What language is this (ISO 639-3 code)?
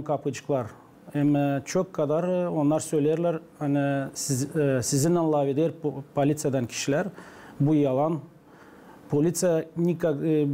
gag